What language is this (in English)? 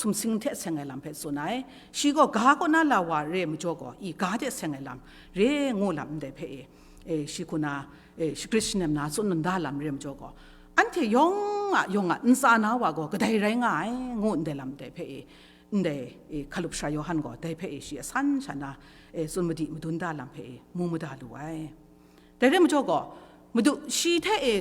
Kachin